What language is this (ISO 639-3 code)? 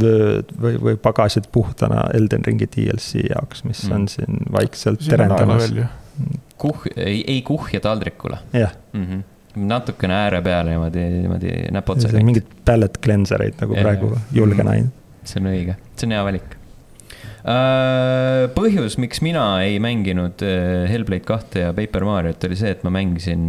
est